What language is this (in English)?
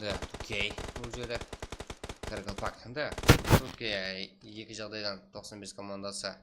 Kara-Kalpak